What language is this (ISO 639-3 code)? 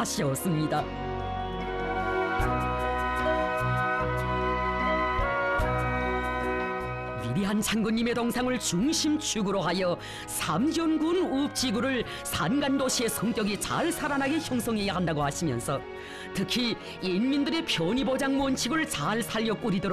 kor